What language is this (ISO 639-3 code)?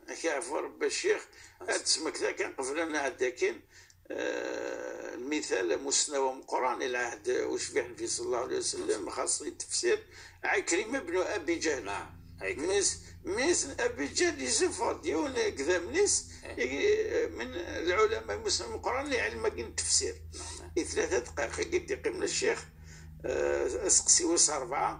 kab